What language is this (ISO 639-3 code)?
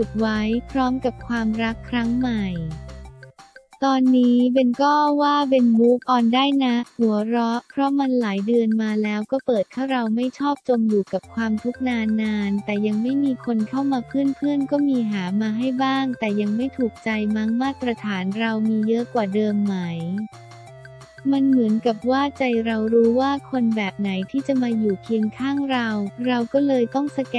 tha